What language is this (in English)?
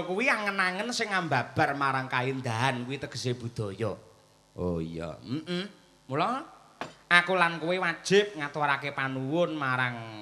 Javanese